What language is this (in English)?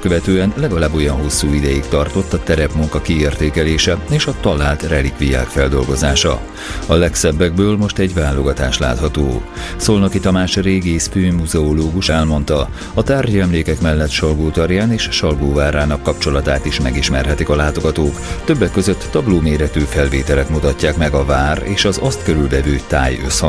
Hungarian